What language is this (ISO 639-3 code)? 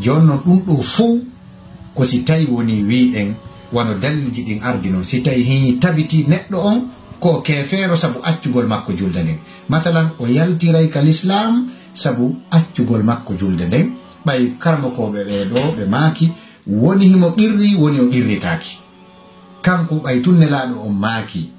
ful